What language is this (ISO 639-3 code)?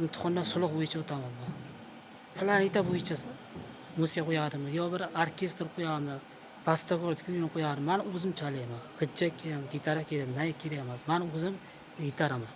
uzb